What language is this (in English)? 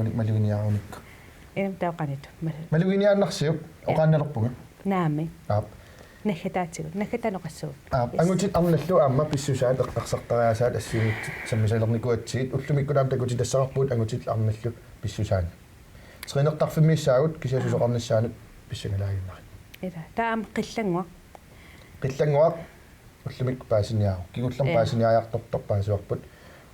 Kalaallisut